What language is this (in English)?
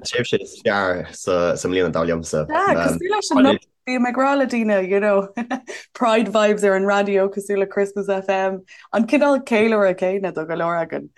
Irish